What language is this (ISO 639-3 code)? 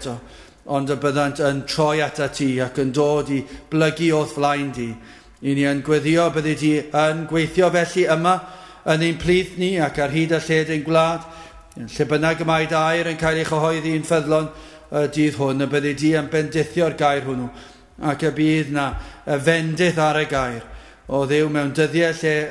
cym